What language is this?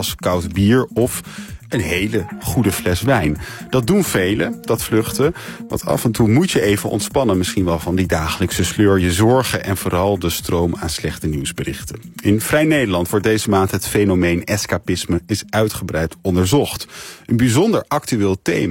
Dutch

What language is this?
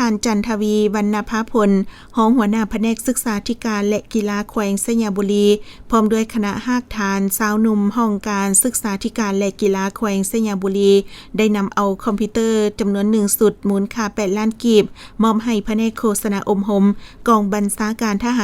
Lao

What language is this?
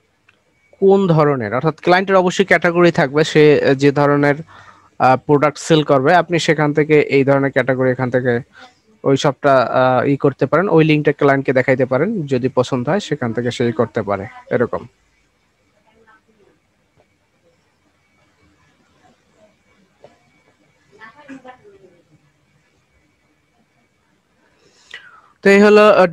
Bangla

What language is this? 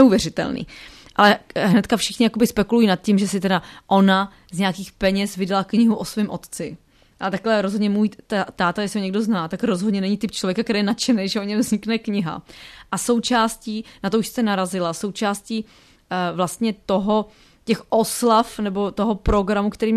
Czech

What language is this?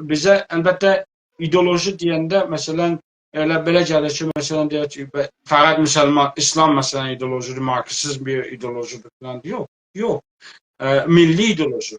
South Azerbaijani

